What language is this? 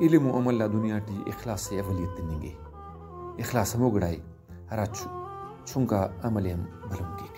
Brahui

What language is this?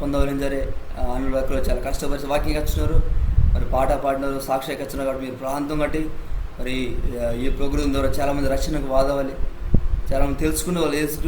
Koya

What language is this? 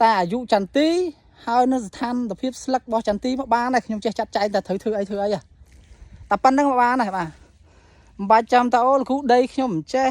Khmer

